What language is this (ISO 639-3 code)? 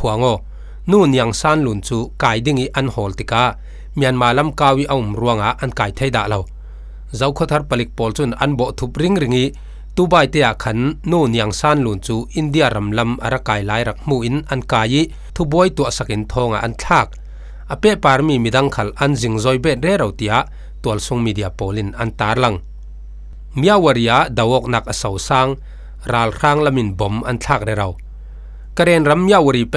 cfm